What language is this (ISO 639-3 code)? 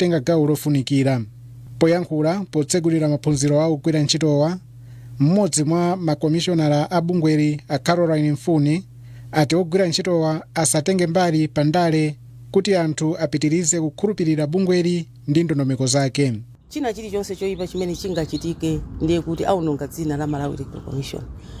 nya